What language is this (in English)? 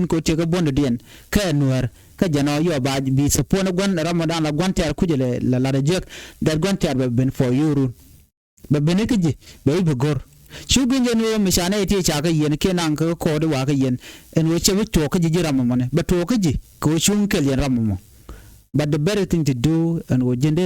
Nuer